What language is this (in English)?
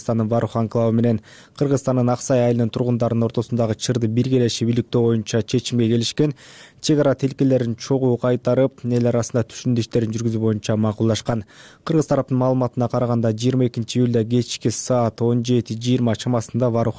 Kyrgyz